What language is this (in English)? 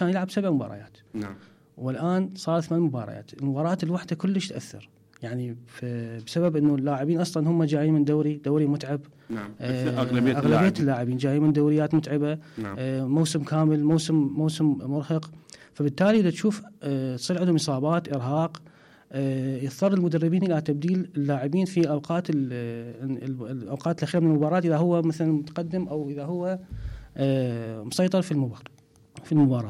Mesopotamian Arabic